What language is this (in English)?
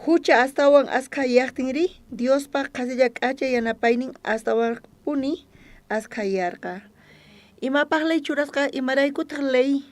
South Bolivian Quechua